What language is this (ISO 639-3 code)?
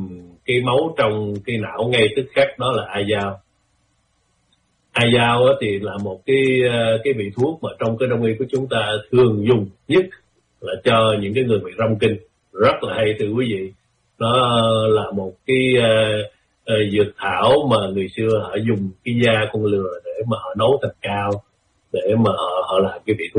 vie